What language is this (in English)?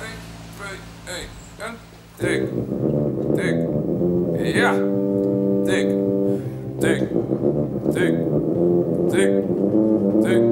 Western Frisian